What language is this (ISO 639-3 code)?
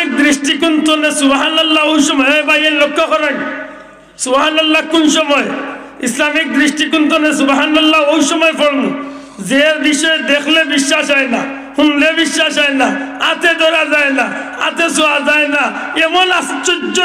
syl